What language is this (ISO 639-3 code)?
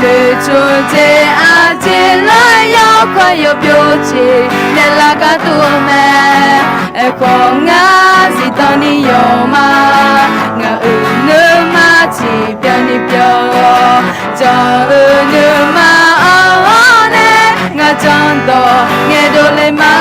ahk